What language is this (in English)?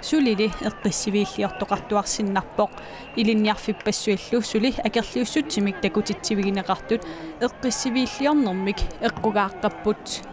Kalaallisut